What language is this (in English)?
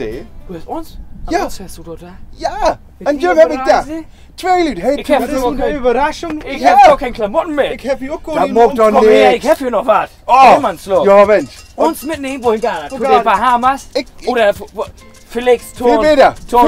Low German